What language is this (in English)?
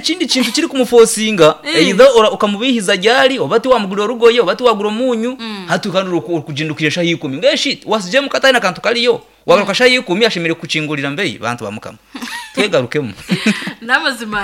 Nyankole